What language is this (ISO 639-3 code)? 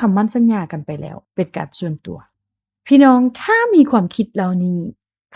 lao